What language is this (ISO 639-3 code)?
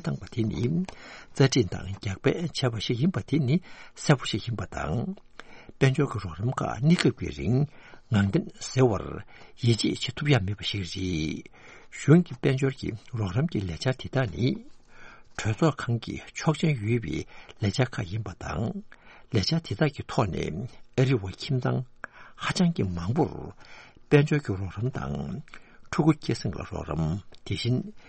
bod